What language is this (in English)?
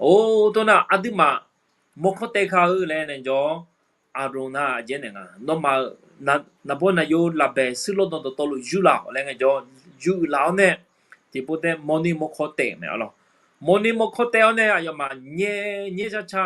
Akha